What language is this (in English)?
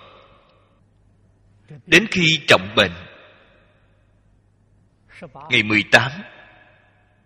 Vietnamese